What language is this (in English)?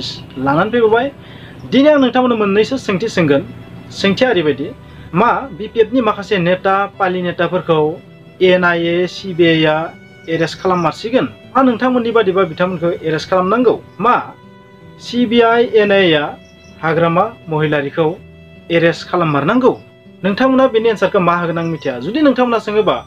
Bodo